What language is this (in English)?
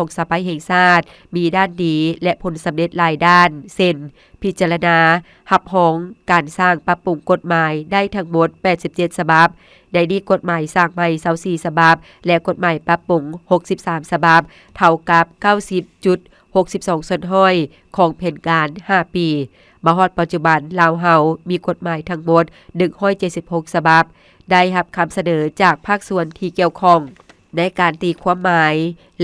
Lao